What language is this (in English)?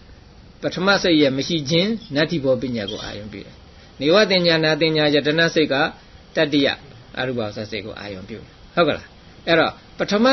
Burmese